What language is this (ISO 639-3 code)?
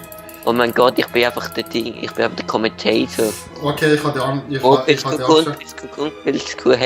gsw